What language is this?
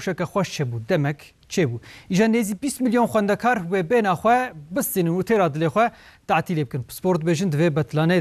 Kurdish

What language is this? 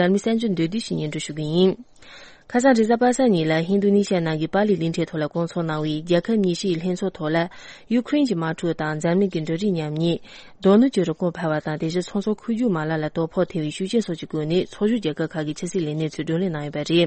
Tibetan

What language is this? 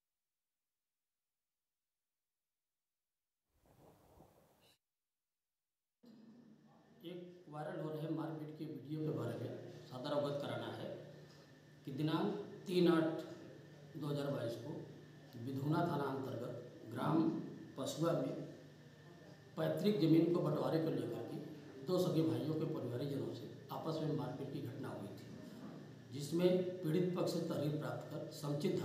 Hindi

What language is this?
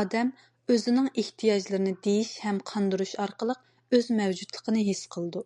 Uyghur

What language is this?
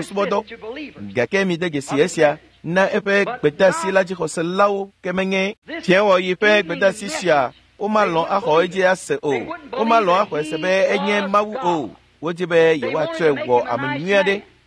Ewe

